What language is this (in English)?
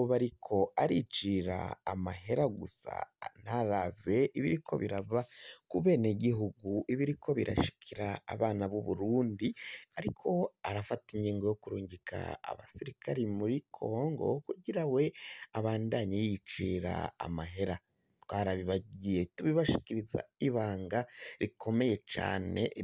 Rundi